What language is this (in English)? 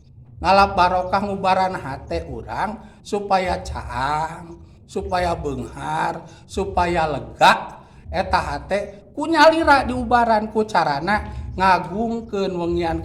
Sundanese